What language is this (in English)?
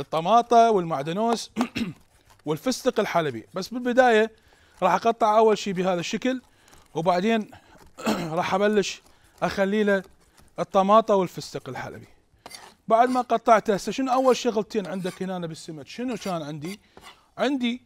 Mesopotamian Arabic